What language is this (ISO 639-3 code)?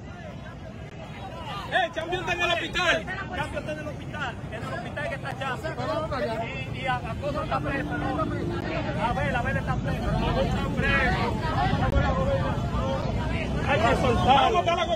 spa